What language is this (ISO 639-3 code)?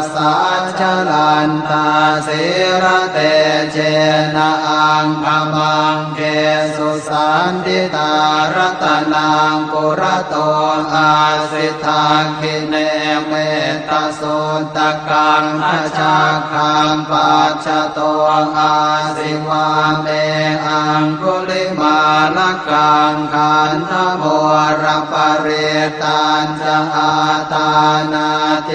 pli